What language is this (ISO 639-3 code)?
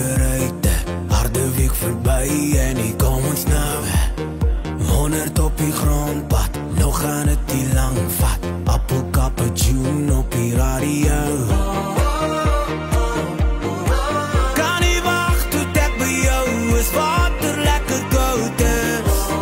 afr